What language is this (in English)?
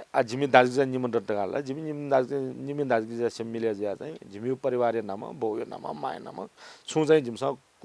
Newari